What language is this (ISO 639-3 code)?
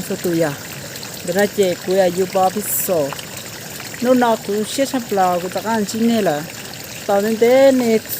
hmn